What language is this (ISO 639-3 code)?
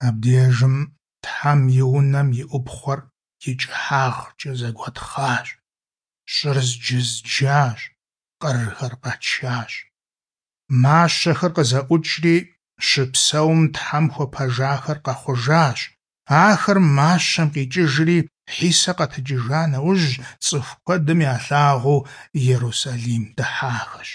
kbd